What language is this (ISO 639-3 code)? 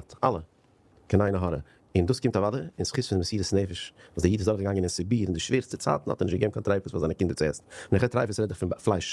yid